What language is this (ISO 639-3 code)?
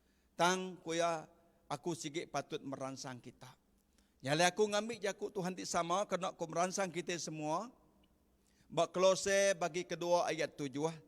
iba